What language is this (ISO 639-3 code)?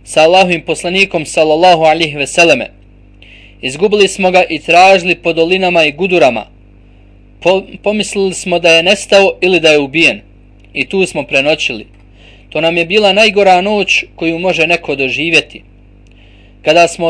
bos